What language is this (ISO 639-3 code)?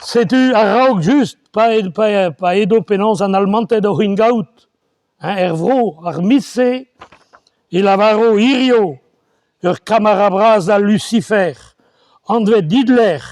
bre